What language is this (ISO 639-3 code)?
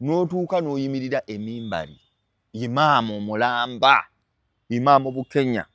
lug